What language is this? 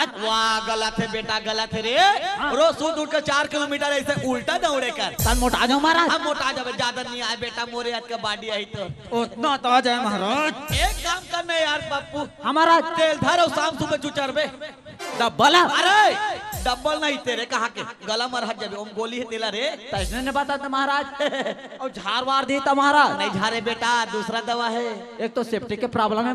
Chhattisgarhi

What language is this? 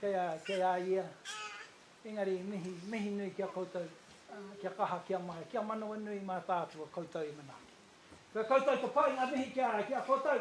Māori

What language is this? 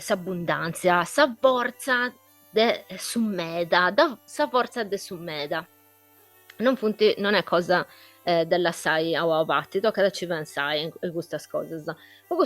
Sardinian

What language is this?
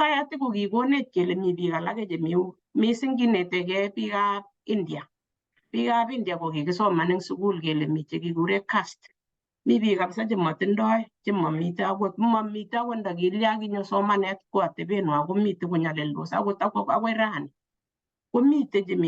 Kalenjin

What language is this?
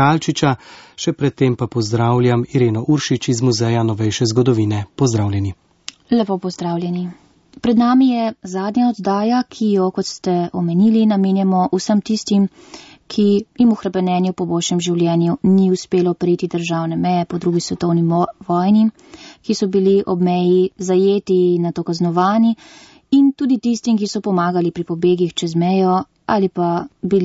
Slovenian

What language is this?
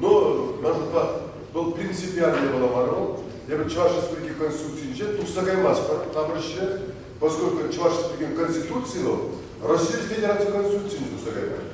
Chuvash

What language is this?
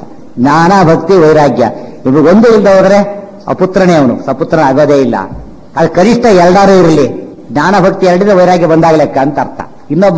Kannada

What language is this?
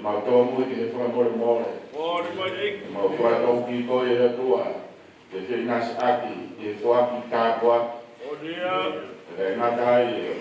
Tongan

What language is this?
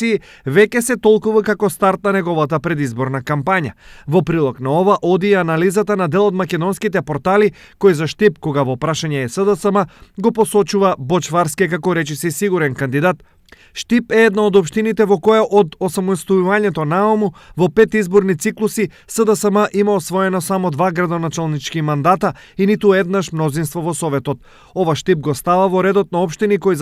Macedonian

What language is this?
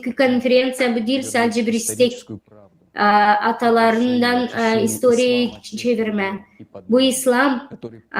Gagauz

